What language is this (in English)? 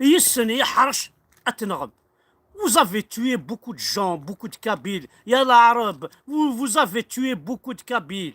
Kabyle